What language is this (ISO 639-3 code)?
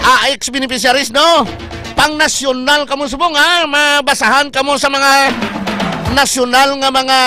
hil